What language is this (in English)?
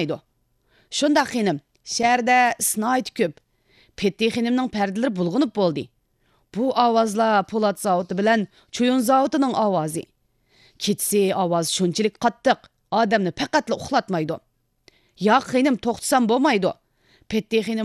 Uyghur